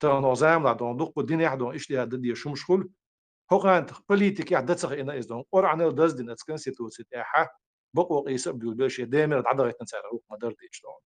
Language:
Chechen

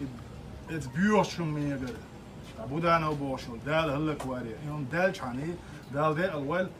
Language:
Chechen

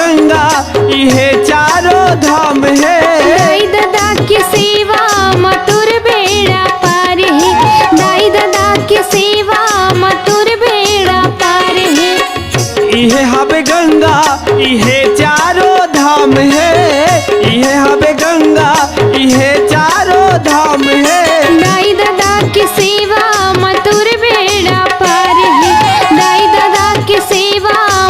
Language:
Chhattisgarhi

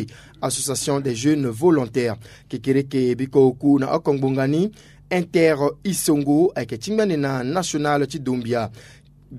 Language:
Sango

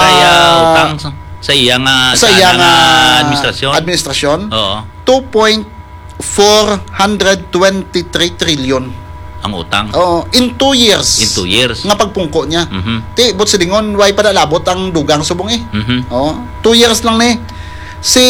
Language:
Hiligaynon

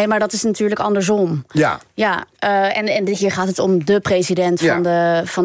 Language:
Dutch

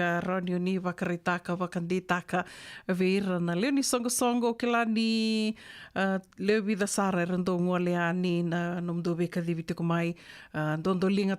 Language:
Fijian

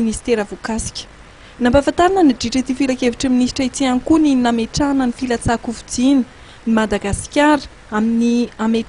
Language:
Malagasy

